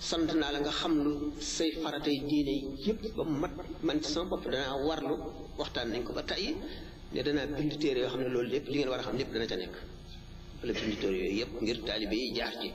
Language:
Wolof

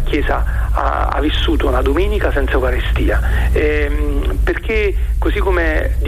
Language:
Italian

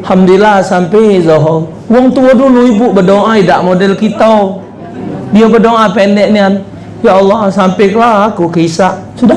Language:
Musi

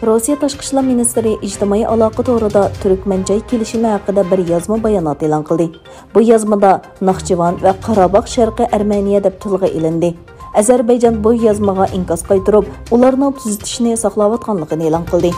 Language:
Uyghur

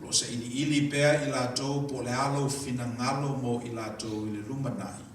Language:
Samoan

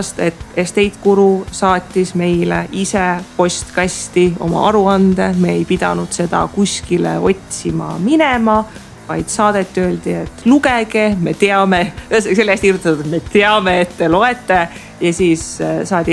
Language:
Estonian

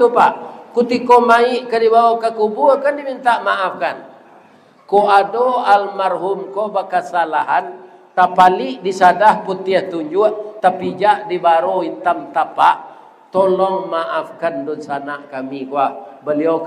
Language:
Minangkabau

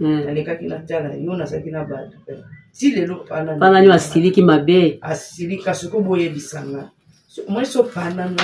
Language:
Lingala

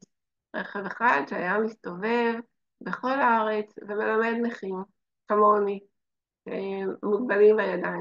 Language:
Hebrew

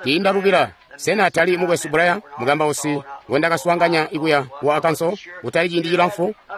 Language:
Tonga (Zambia)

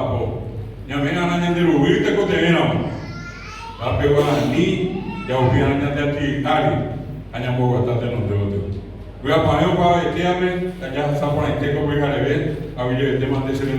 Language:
Guarani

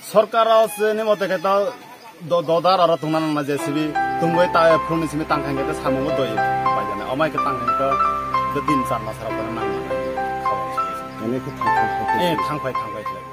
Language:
Kok Borok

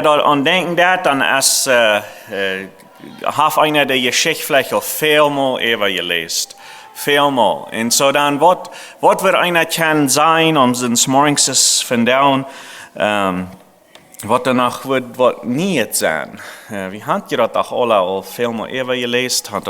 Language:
Plautdietsch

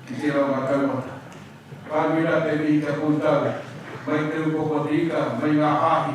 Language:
Māori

